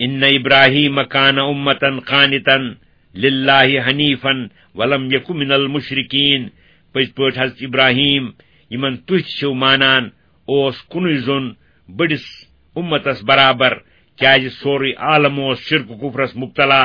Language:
Kashmiri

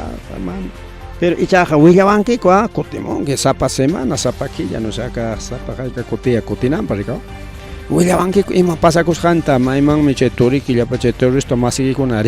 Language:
Ayacucho Quechua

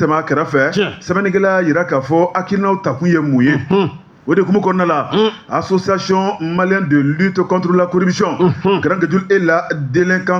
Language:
Bambara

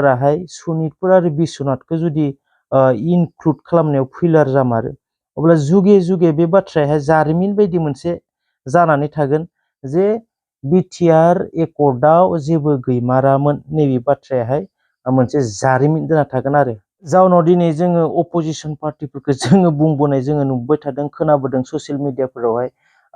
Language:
Bodo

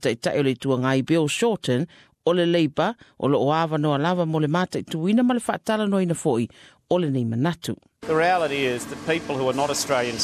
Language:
Samoan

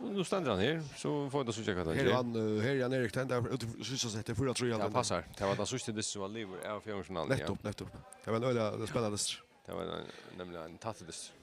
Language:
Faroese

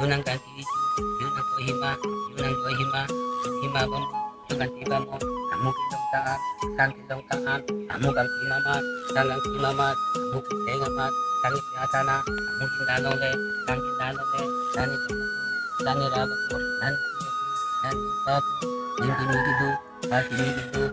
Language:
Karbi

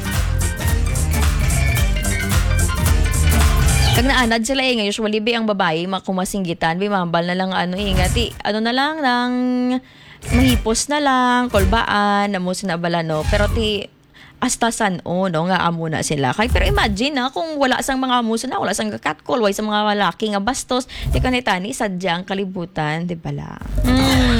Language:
Hiligaynon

